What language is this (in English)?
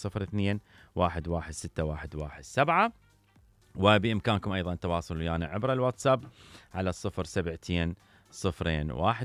Mesopotamian Arabic